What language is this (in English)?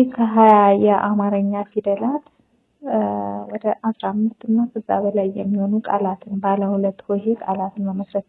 Amharic